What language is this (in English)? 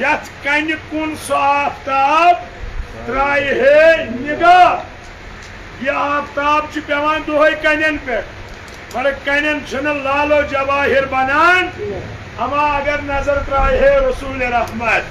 Kashmiri